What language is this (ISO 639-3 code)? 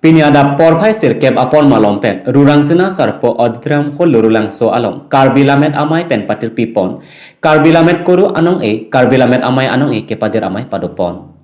mjw